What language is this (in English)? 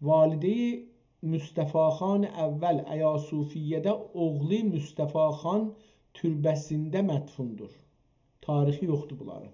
South Azerbaijani